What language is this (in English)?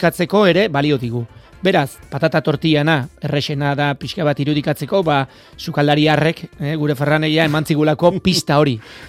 Basque